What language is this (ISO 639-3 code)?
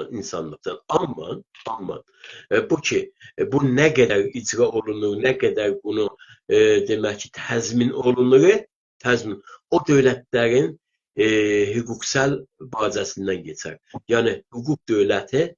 azb